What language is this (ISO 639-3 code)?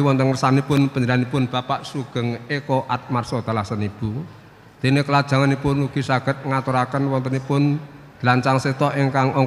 jav